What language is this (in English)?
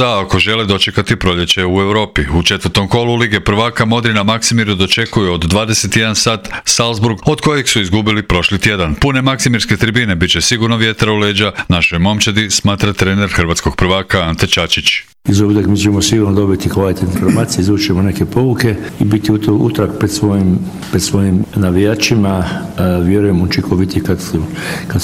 Croatian